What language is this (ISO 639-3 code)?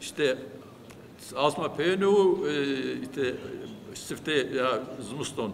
kur